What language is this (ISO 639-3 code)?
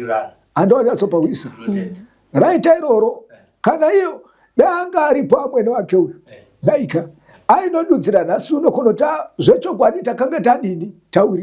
sna